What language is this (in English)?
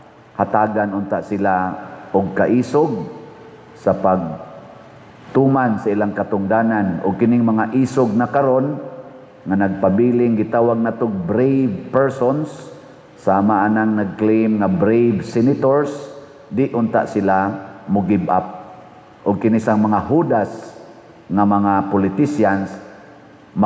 Cebuano